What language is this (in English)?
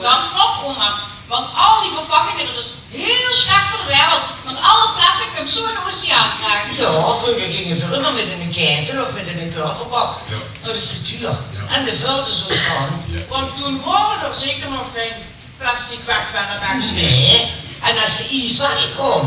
Limburgish